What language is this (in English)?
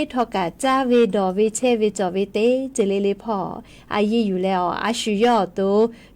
Lahu